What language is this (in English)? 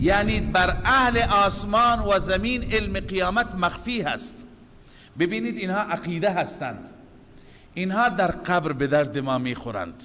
Persian